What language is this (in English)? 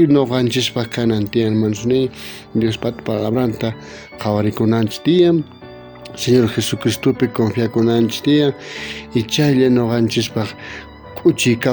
South Bolivian Quechua